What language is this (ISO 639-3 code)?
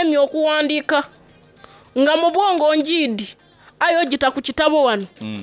xog